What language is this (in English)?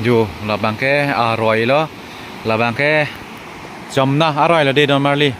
Karbi